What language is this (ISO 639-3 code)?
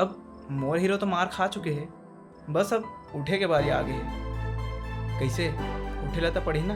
hne